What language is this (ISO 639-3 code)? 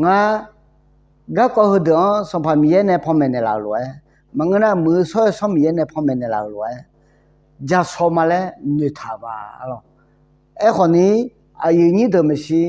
ahk